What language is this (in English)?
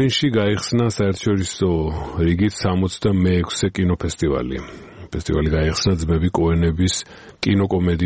Georgian